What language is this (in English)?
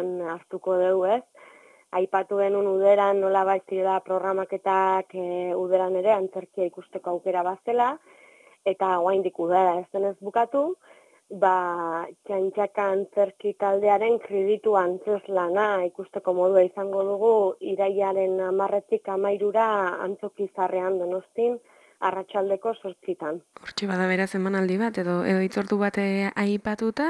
Basque